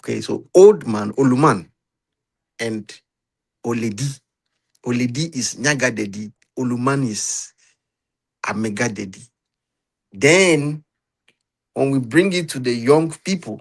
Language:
Ewe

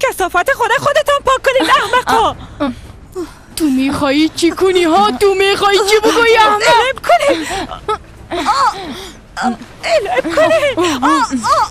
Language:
Persian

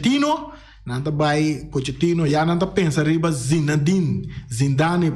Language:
Papiamento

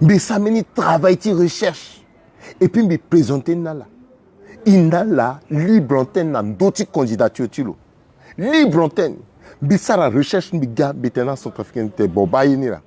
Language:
Sango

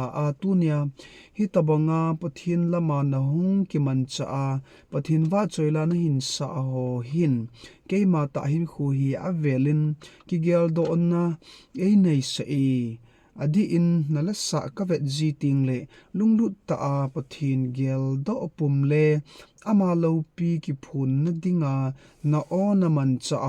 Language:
Thado Chin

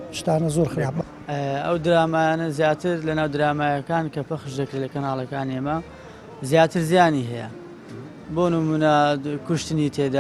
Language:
Central Kurdish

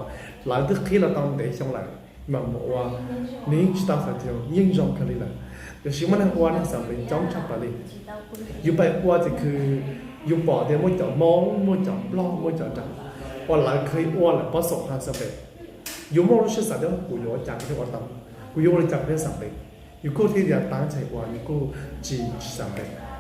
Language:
Hmong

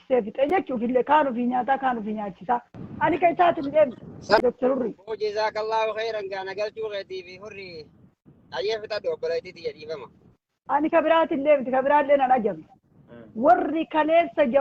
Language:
Oromo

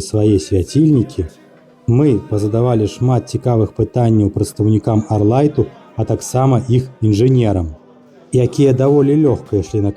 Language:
Belarusian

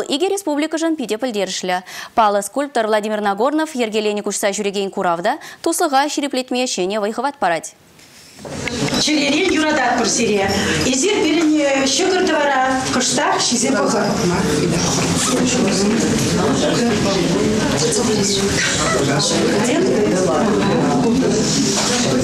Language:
Chuvash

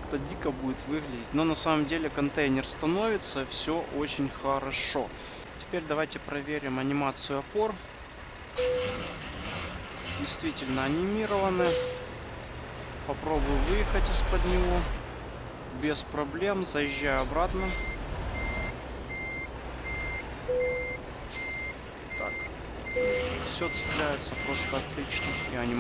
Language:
Russian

